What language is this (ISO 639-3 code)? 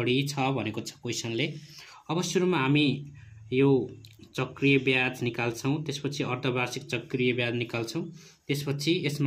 nep